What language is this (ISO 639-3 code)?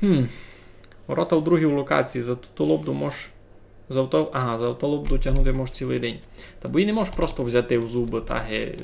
rue